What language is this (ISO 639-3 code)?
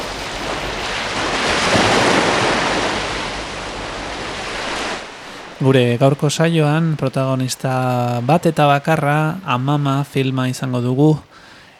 eus